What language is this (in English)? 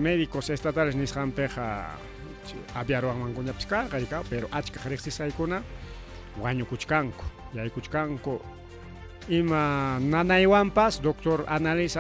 Ayacucho Quechua